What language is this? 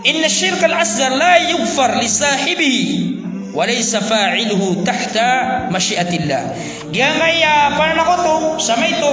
Maranao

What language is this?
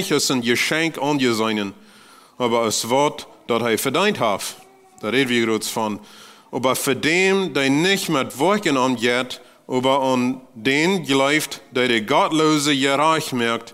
Plautdietsch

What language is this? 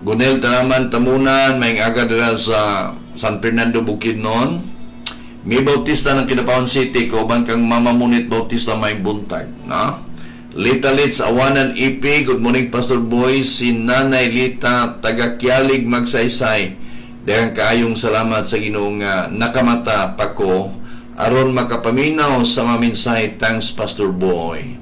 Cebuano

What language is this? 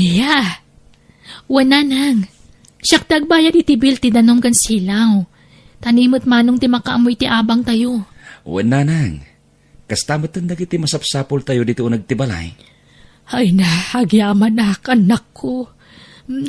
Iloko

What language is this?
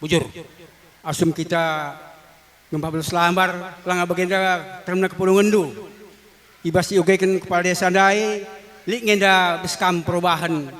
Batak Karo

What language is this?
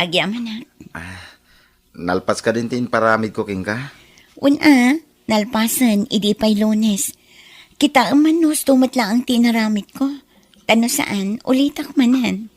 Iloko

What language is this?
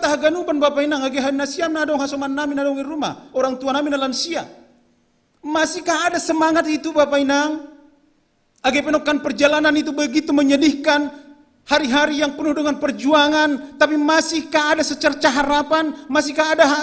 Batak Simalungun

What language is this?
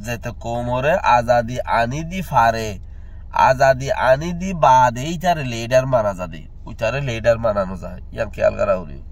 Rohingya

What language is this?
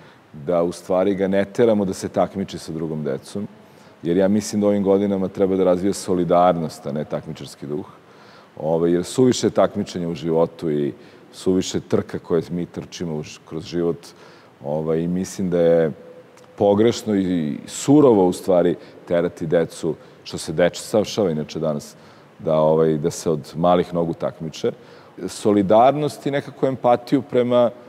Serbian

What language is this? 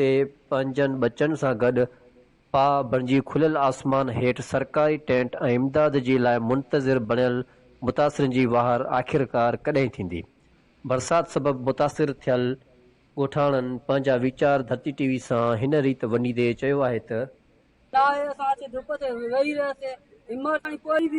Sindhi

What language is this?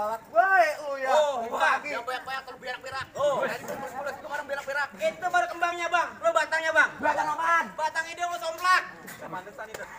Betawi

